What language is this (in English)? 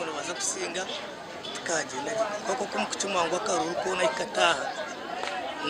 Nyankole